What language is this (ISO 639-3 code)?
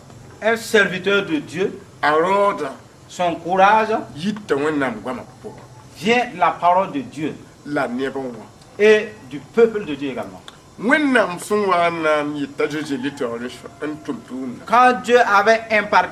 mos